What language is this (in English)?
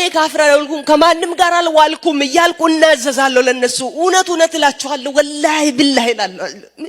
Amharic